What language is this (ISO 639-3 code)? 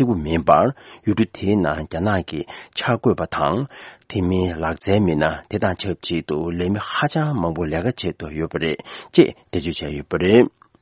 bod